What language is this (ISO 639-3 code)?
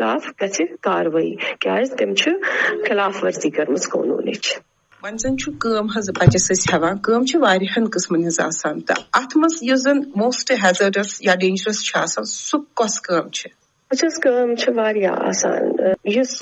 kas